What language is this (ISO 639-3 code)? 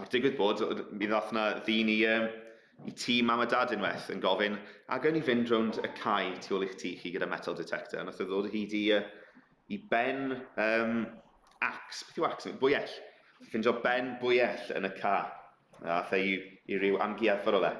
cym